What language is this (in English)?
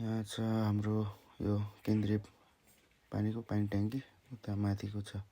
Nepali